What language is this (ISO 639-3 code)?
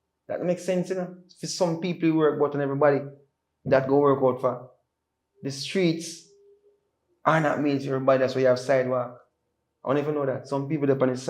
jam